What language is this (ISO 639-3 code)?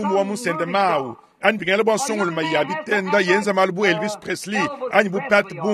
lua